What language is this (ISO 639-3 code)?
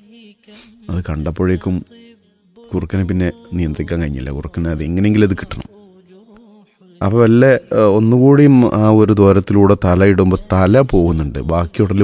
mal